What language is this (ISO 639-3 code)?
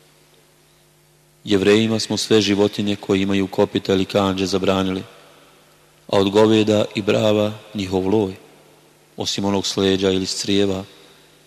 bos